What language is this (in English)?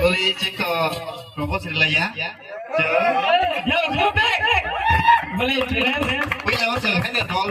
Kok Borok